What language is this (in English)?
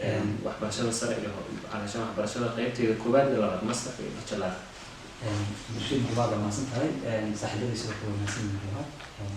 Somali